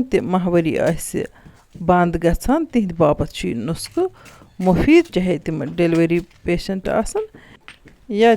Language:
Kashmiri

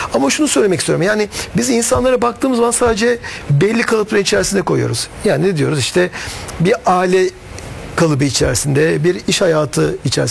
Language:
Turkish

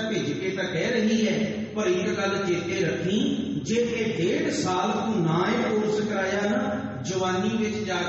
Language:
Punjabi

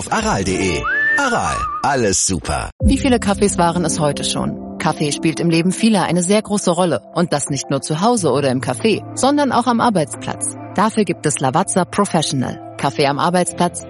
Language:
German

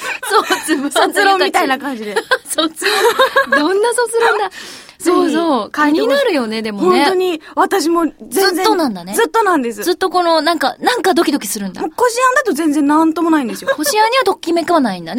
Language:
Japanese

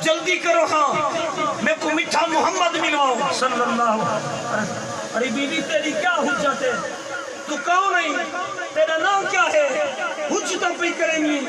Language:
Saraiki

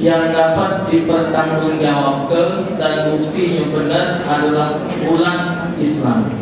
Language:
Musi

